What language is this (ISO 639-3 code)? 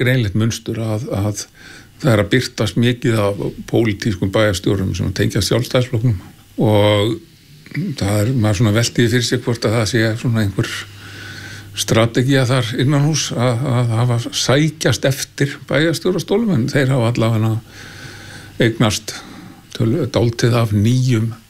isl